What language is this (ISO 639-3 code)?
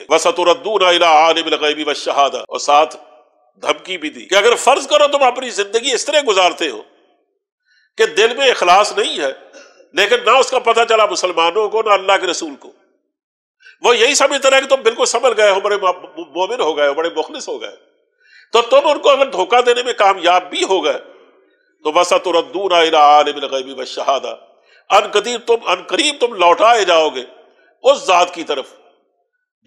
urd